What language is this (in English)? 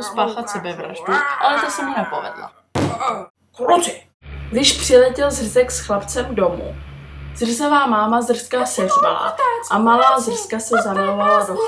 Czech